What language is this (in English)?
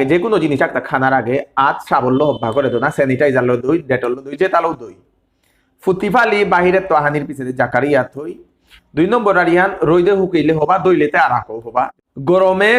Bishnupriya